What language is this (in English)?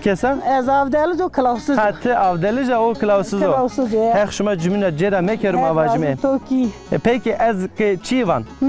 Zaza